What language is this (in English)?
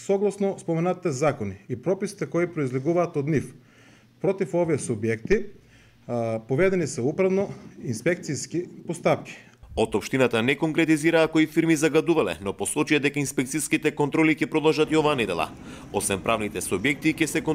Macedonian